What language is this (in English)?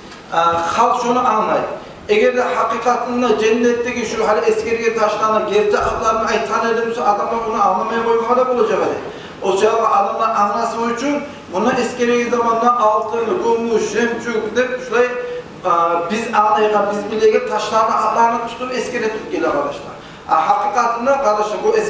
Kumyk